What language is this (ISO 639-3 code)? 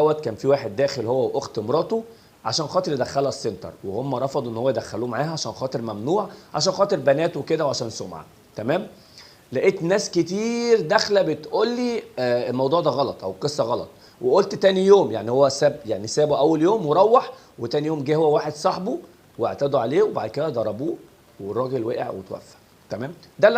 arz